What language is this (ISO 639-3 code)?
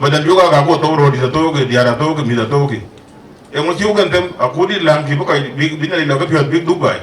din